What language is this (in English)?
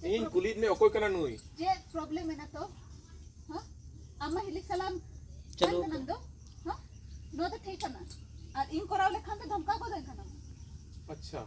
Santali